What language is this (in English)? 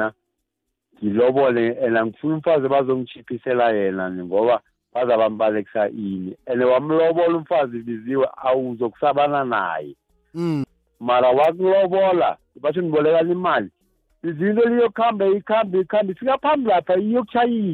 South Ndebele